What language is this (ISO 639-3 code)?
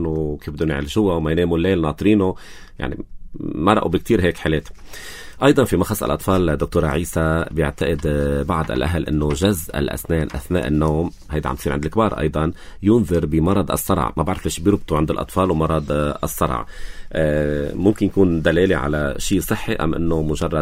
apc